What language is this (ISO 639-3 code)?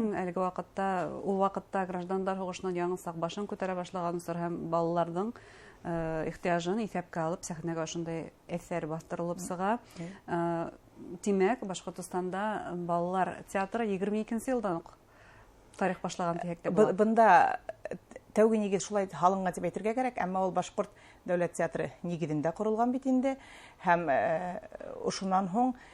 bak